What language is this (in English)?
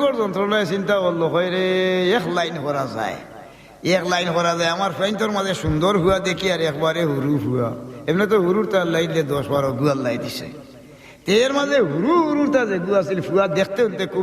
Sylheti